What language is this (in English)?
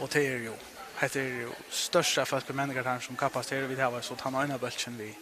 Faroese